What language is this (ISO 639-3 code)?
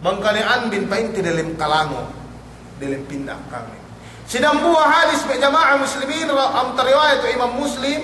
yka